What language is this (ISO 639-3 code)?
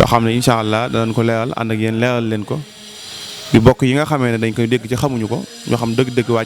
wol